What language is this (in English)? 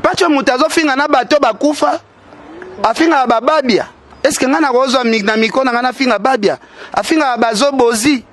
Lingala